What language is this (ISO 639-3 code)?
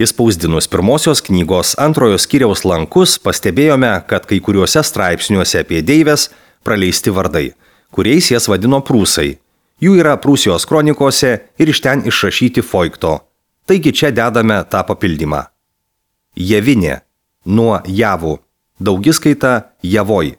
lit